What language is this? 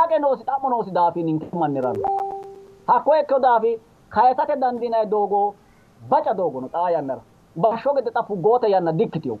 Sidamo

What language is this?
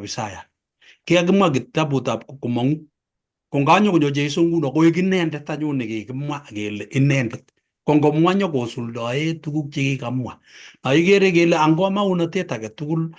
Kalenjin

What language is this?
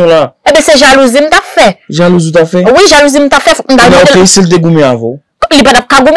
Haitian Creole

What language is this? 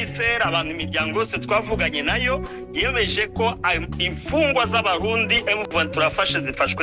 Kinyarwanda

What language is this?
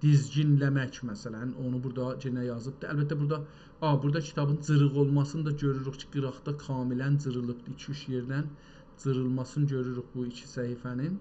South Azerbaijani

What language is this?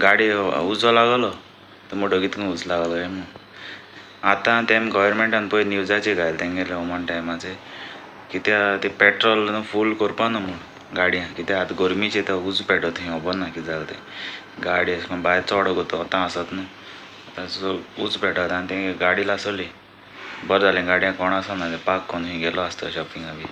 Konkani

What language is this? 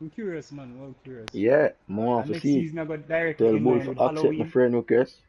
Jamaican Creole English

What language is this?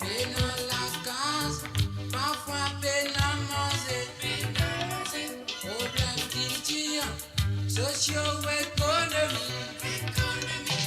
Morisyen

